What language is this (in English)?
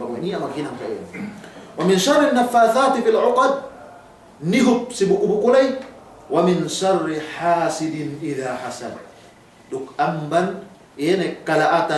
Yakan